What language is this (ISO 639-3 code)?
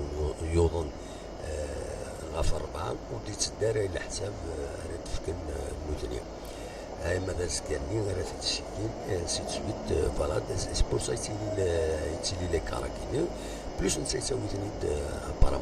kab